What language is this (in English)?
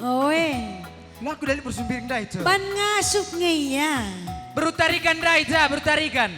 Batak Karo